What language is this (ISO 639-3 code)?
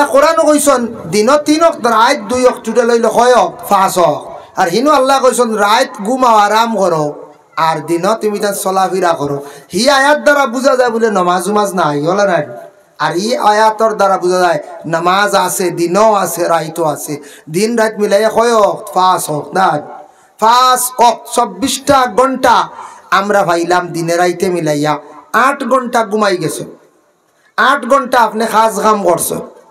syl